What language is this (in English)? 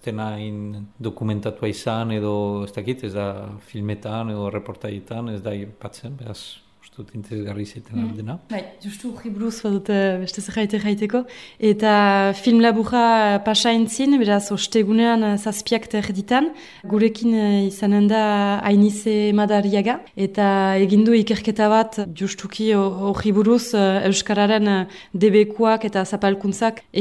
Basque